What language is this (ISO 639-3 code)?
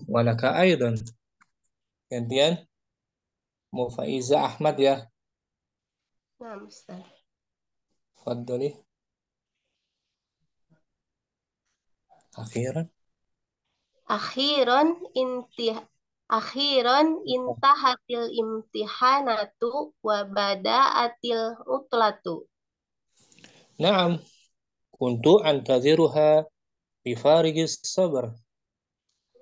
ind